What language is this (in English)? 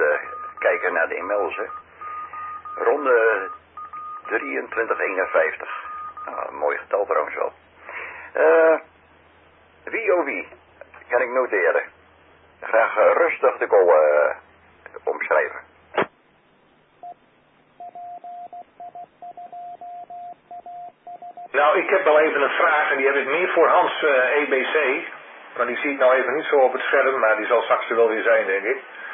Dutch